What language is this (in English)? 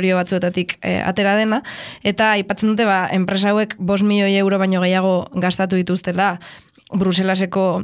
Basque